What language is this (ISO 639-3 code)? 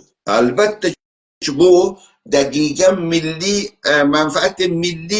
azb